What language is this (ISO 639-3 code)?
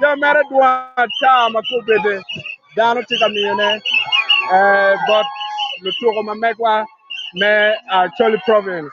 ach